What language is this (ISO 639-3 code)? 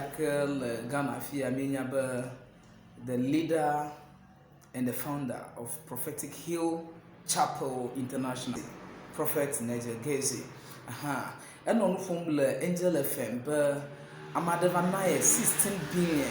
ewe